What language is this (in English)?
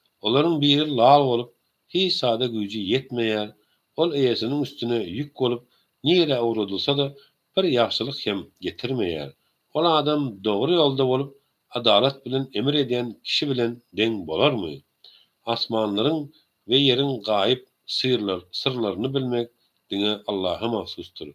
Turkmen